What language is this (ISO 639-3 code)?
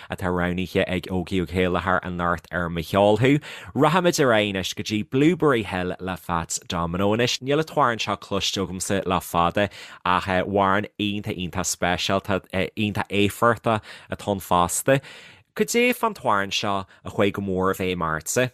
gle